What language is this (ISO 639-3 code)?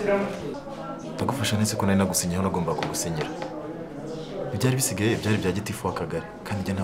kin